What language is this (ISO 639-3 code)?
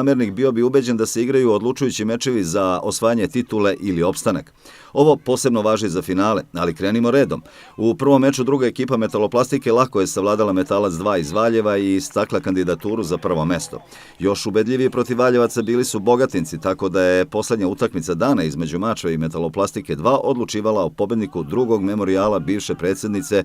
srp